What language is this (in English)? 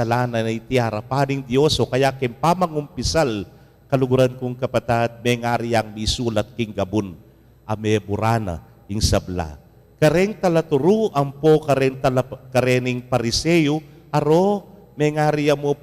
Pampanga